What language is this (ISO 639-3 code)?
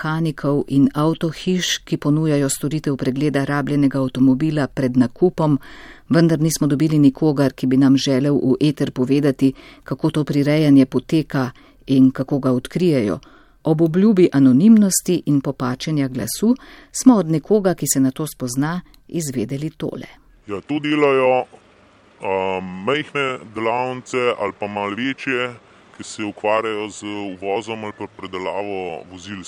slv